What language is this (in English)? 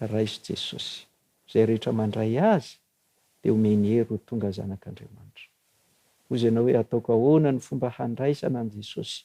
Malagasy